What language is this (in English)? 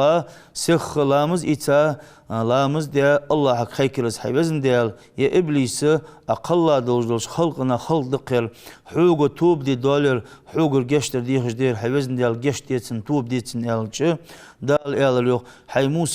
Ingush